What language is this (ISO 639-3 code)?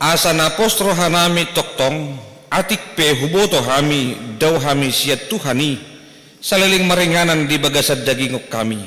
bbc